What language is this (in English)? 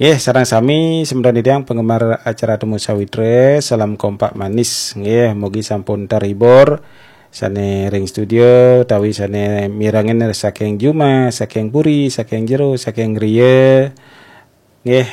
Balinese